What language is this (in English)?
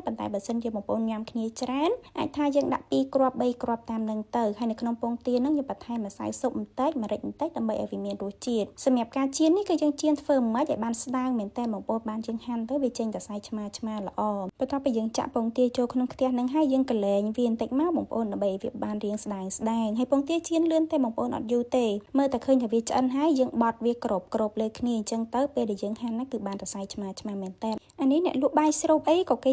Khmer